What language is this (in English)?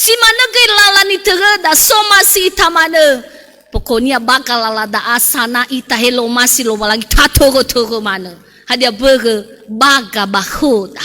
Nias